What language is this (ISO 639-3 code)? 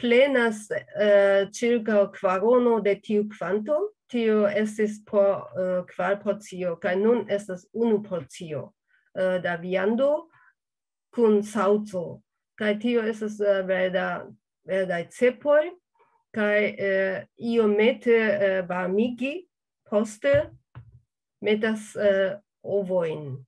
epo